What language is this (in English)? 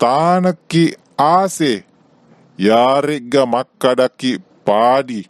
Buginese